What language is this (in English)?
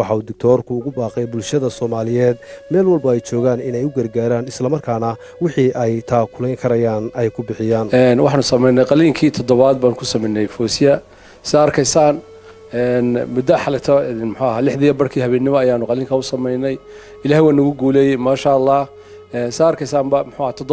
Somali